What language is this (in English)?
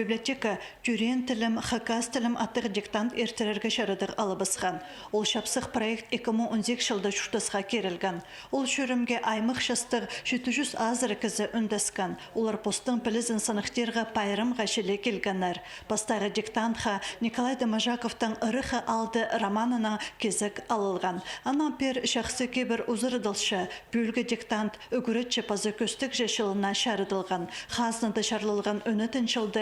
Khakas